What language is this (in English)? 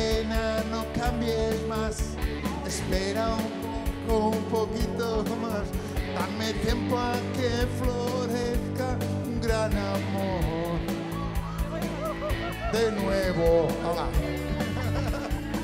Spanish